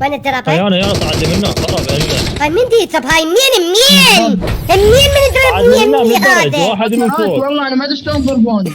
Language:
Mesopotamian Arabic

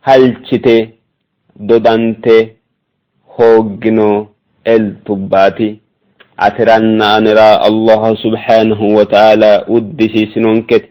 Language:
Sidamo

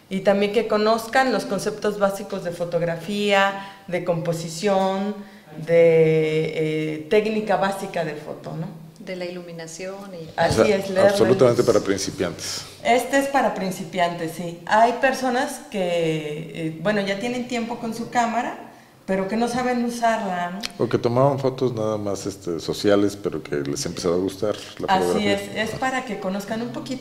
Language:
Spanish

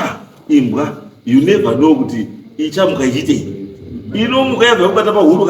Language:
Shona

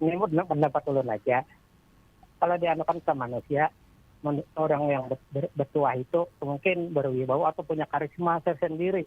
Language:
Banjar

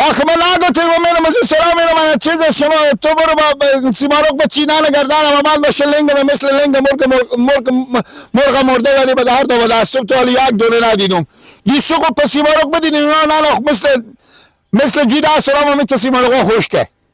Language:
Persian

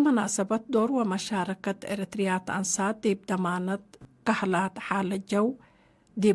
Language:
Tigre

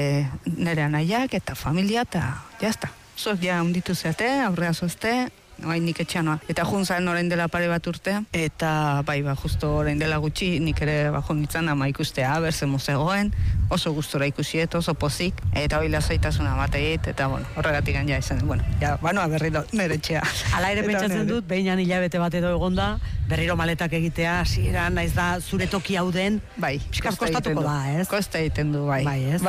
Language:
Basque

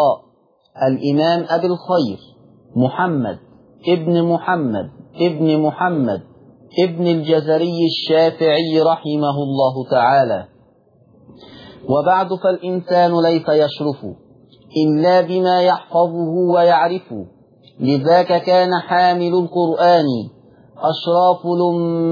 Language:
Arabic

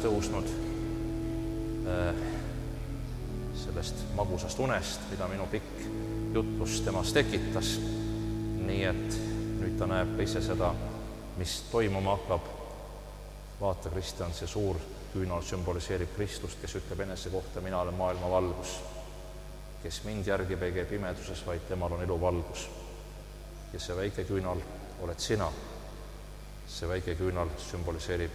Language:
Estonian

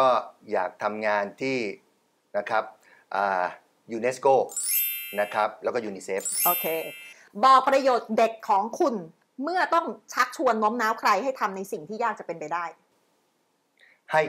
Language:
Thai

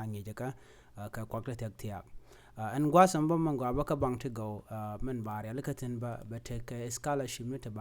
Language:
Nuer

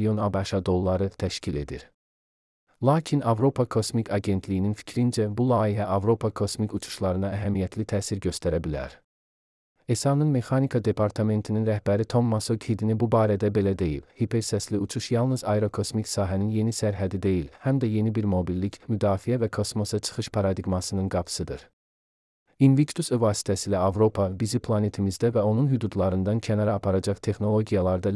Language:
Azerbaijani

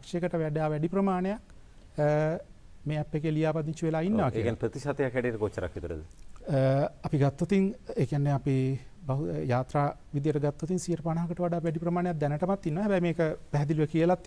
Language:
Sinhala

